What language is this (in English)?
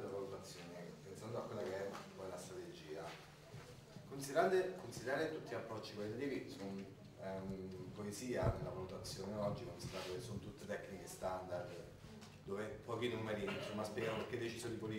Italian